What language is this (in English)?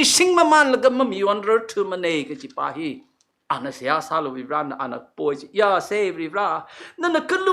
Tangkhul Naga (India)